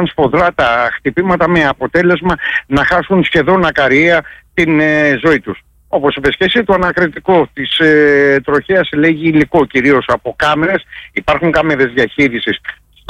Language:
Greek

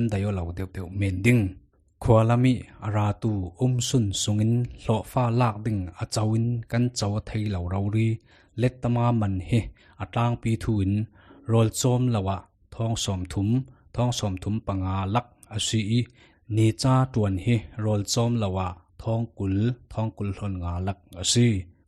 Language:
Falam Chin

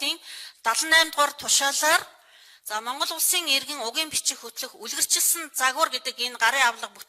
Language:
Mongolian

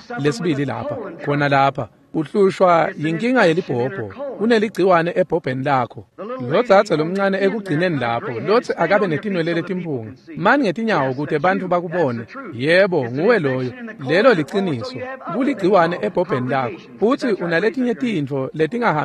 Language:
Swati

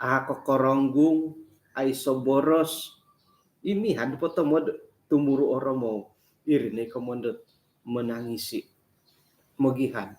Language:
Central Dusun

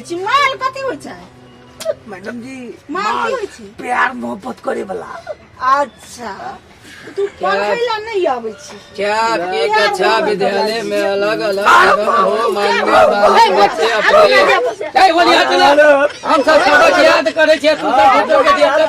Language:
Maithili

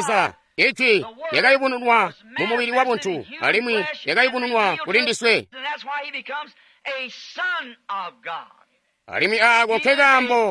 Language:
Tonga (Zambia)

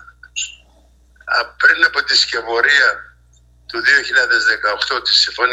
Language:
Greek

